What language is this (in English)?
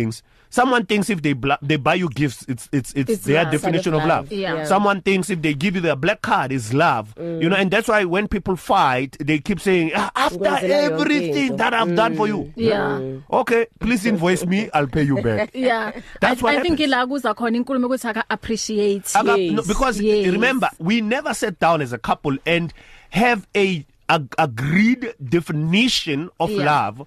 English